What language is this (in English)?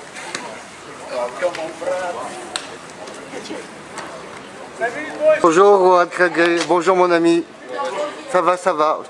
French